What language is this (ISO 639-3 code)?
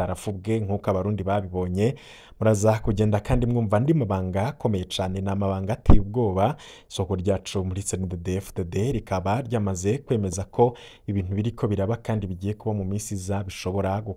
run